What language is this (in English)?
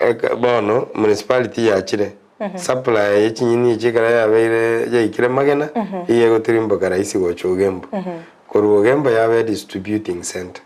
Gusii